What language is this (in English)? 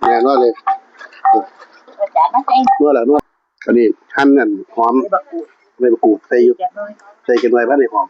Northeastern Thai